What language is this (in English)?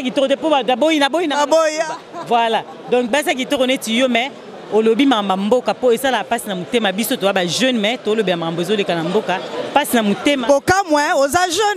Lingala